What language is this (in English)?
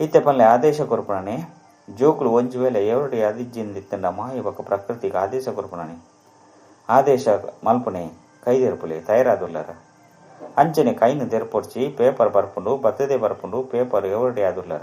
Tulu